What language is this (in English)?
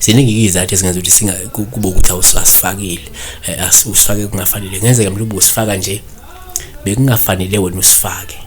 Zulu